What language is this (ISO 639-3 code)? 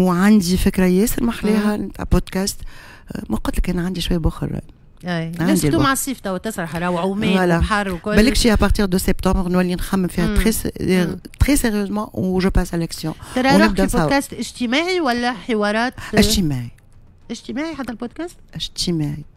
aeb